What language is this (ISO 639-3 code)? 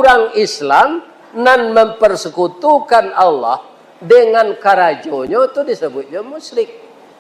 min